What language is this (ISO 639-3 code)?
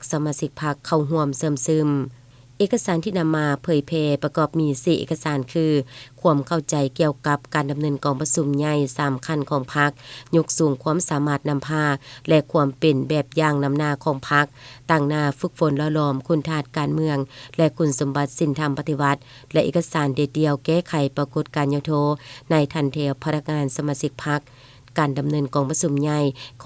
lao